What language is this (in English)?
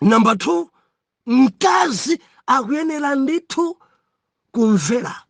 Nyanja